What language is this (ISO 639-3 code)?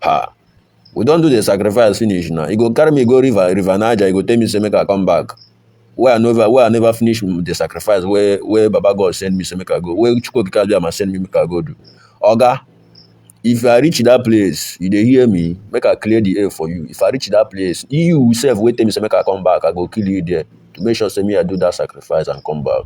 pcm